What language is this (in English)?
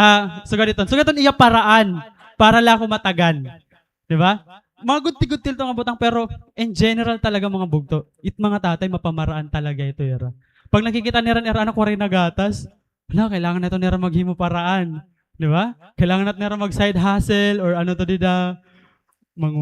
Waray